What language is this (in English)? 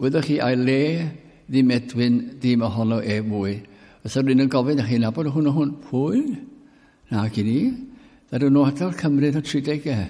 Welsh